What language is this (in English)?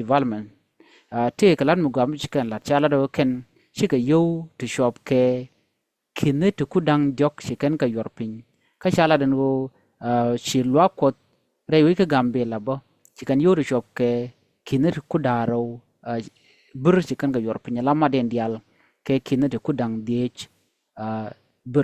Nuer